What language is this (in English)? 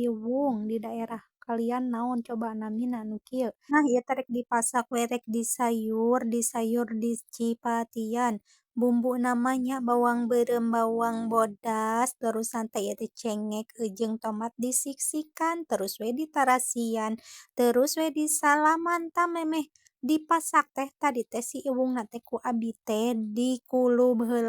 Sundanese